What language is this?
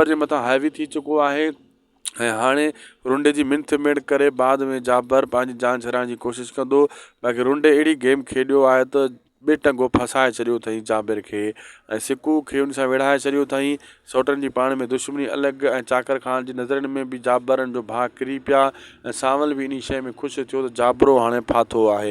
Sindhi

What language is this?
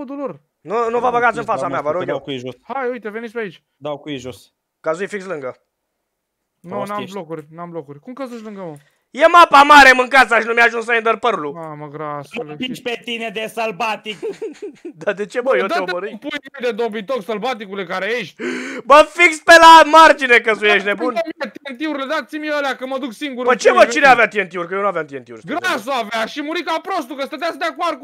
Romanian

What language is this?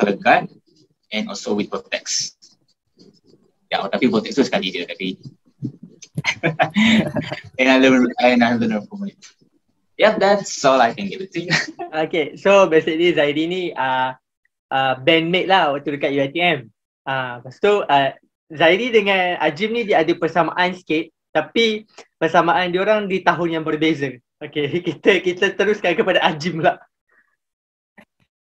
Malay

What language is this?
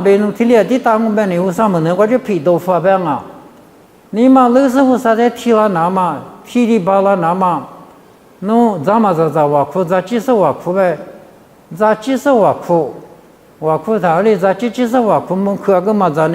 Lisu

